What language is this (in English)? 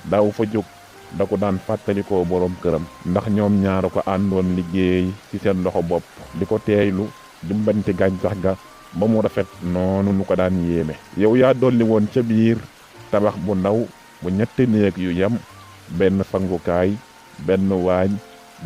Wolof